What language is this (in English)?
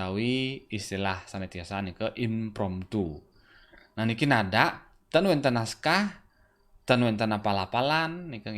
Balinese